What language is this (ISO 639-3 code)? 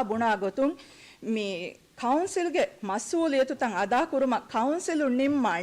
div